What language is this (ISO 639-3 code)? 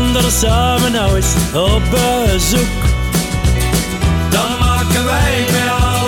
nld